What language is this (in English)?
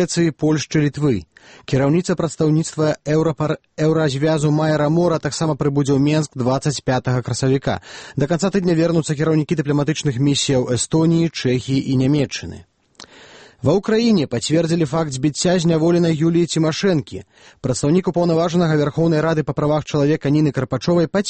Belarusian